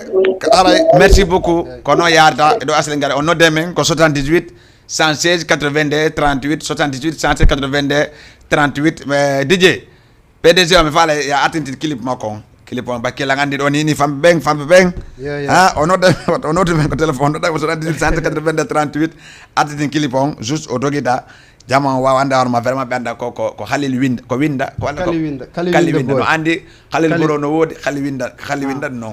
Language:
Fula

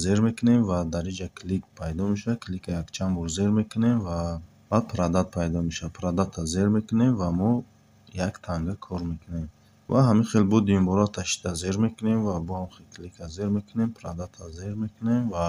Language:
Tajik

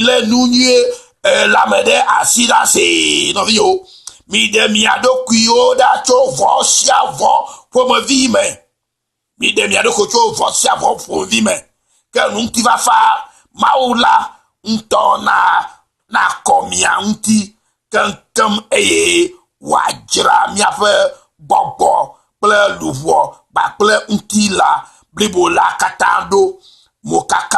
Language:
Ewe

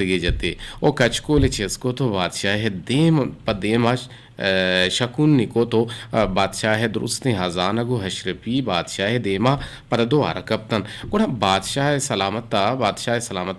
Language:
Eastern Balochi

